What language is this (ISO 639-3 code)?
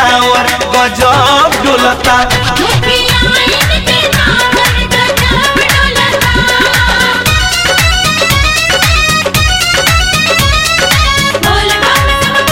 bho